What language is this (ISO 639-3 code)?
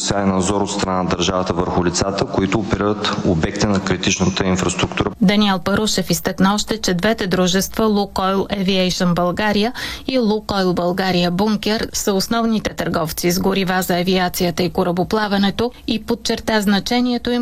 bul